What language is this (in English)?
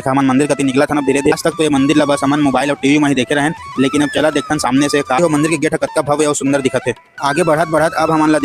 Chhattisgarhi